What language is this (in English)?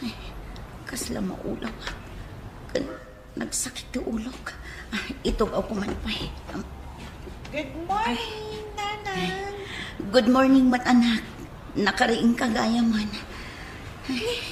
Iloko